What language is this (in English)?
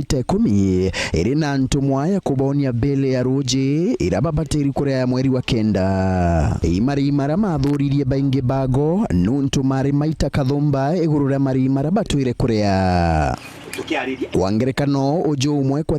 Meru